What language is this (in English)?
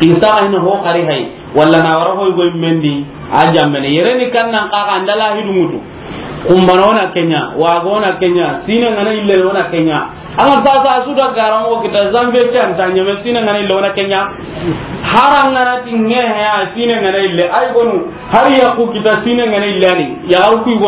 Soninke